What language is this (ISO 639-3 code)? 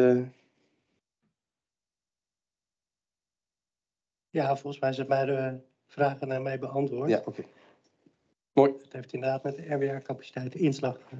nld